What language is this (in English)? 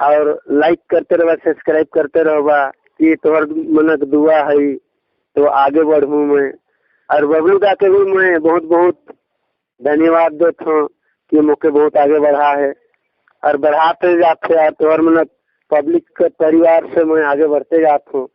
Sadri